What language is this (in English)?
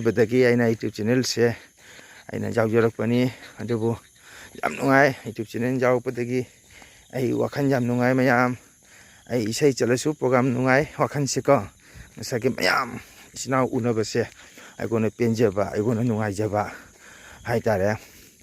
Manipuri